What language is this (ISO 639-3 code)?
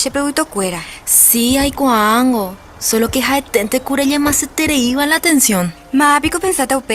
grn